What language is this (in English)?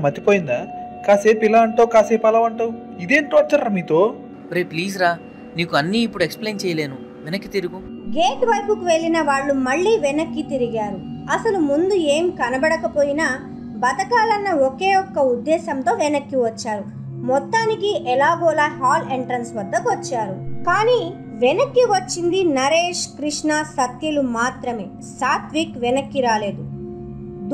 Telugu